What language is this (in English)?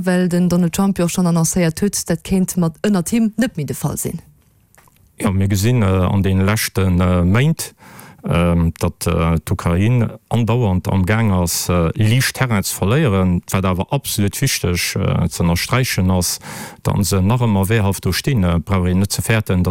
Luxembourgish